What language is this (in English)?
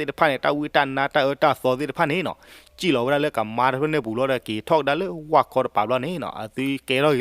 S'gaw Karen